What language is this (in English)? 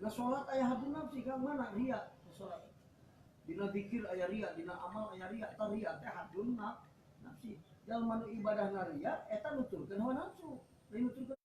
Sundanese